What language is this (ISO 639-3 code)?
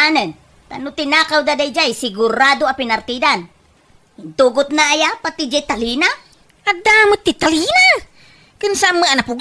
ilo